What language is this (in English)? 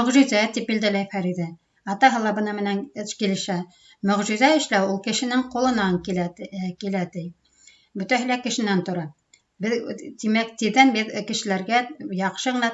Bashkir